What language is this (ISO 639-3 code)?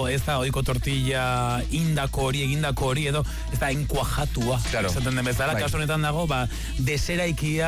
eus